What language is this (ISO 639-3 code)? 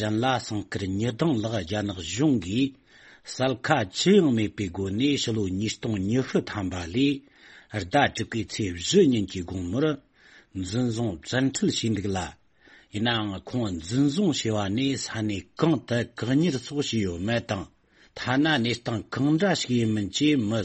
bod